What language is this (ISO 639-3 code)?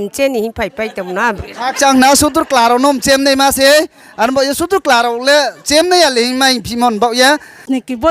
ria